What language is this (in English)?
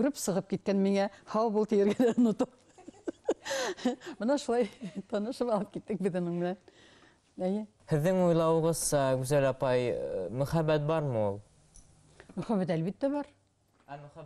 Bashkir